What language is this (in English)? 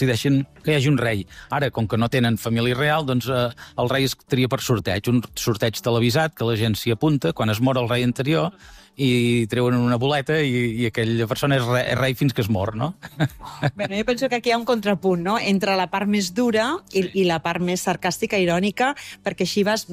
Catalan